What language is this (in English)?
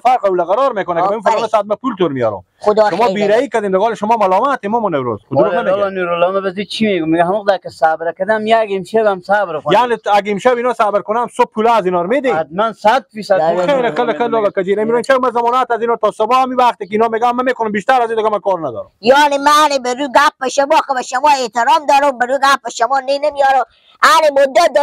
Persian